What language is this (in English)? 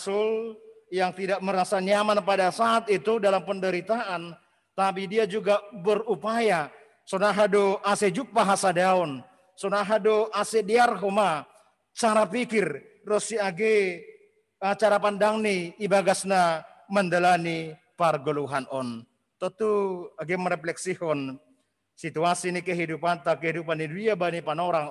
Batak Simalungun